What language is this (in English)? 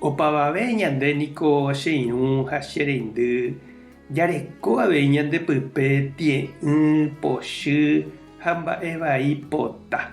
Guarani